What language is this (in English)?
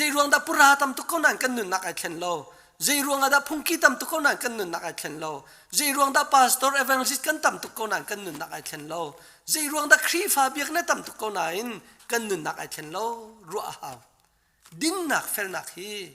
Hakha Chin